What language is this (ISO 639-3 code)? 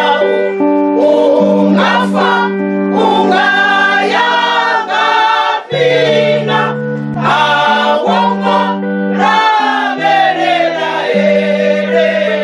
ven